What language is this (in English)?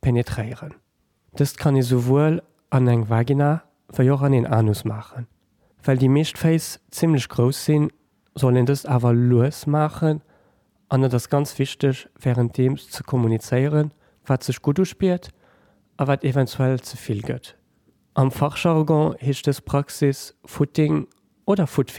Luxembourgish